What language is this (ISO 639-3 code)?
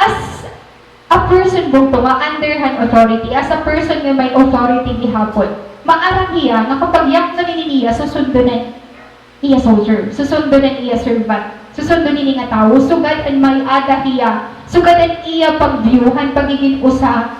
war